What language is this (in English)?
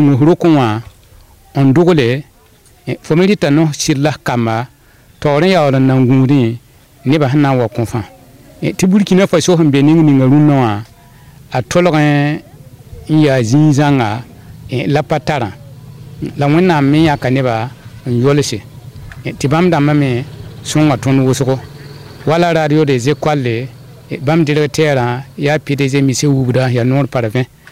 Mossi